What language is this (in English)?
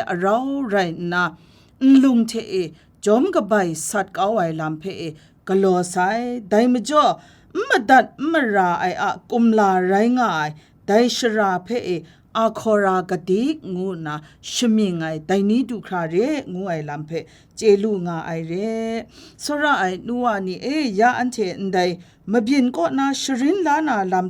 Kachin